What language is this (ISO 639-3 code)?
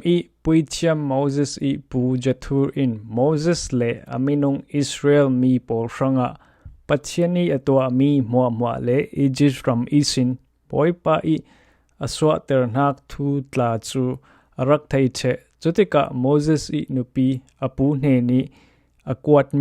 cfm